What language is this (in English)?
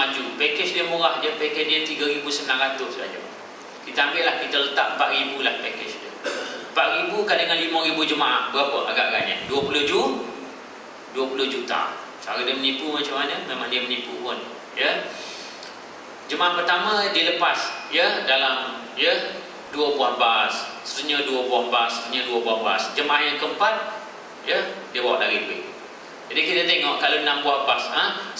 Malay